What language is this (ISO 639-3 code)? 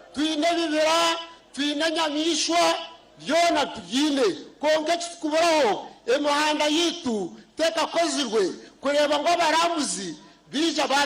nyn